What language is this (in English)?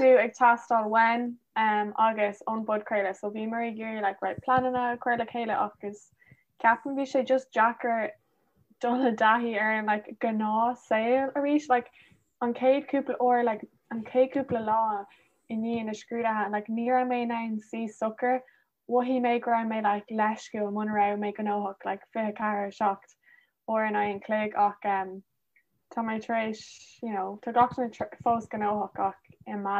Irish